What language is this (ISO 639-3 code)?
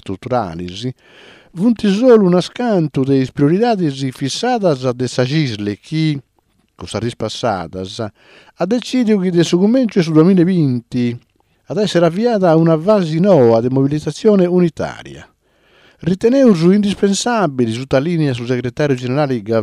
srd